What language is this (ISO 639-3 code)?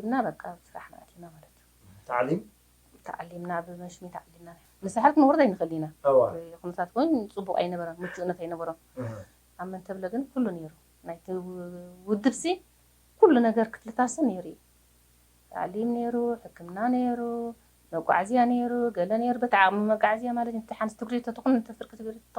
tir